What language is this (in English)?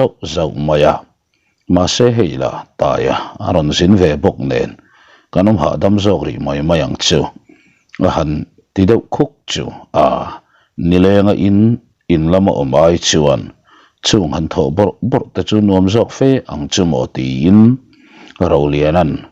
Mizo